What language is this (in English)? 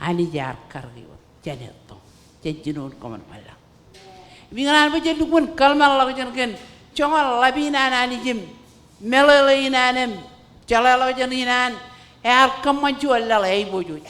Marshallese